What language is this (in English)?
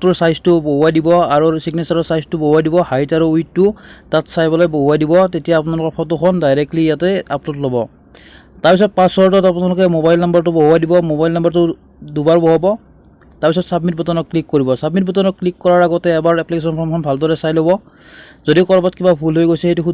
Assamese